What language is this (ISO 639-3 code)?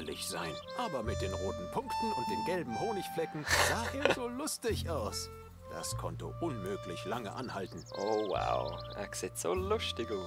gsw